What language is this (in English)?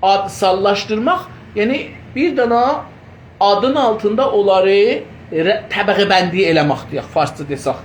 South Azerbaijani